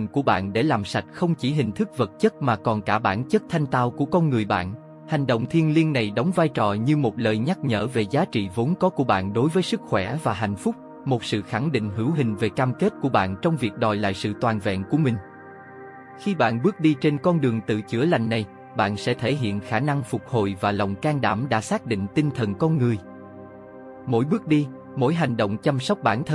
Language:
Vietnamese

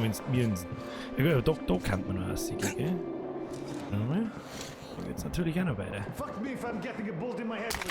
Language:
Bavarian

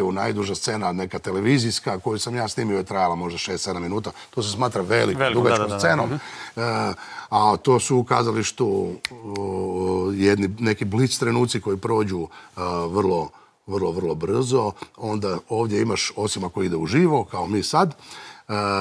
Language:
Croatian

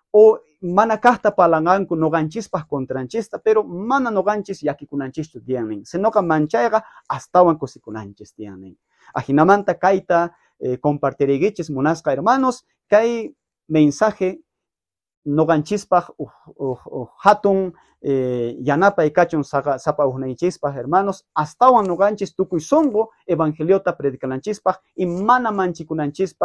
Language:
South Bolivian Quechua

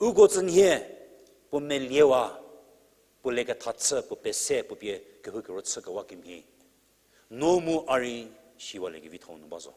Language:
Angami Naga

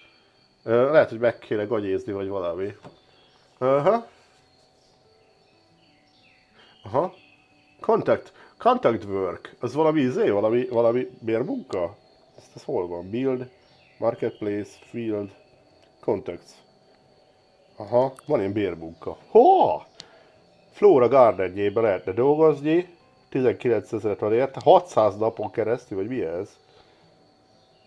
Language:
Hungarian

